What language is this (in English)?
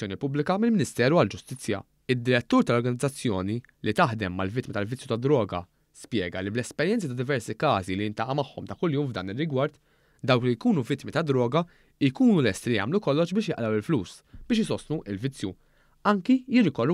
Maltese